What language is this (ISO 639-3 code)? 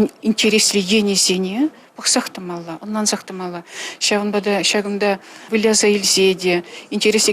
chv